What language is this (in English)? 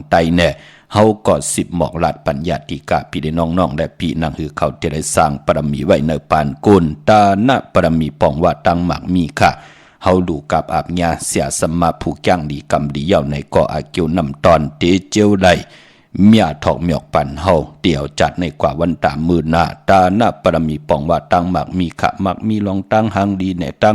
Shan